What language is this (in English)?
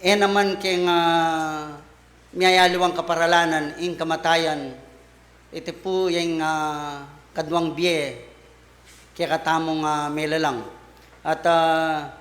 Pampanga